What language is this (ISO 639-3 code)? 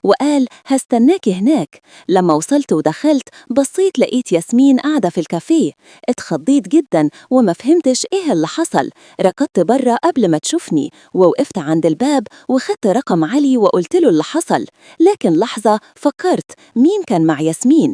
arz